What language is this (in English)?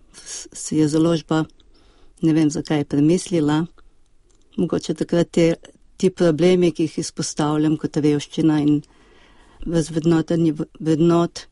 Slovenian